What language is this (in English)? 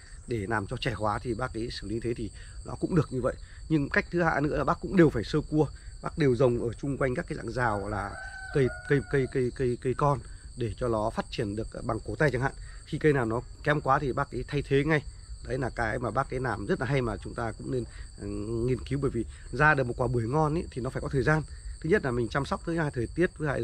Vietnamese